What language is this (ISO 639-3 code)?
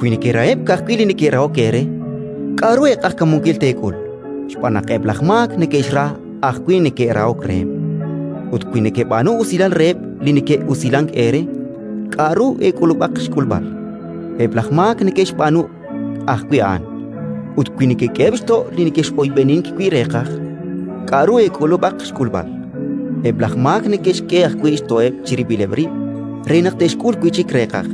kek